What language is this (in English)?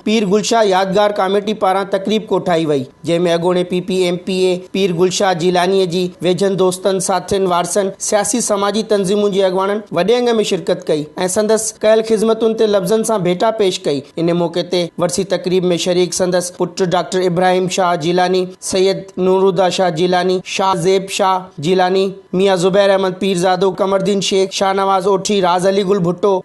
Sindhi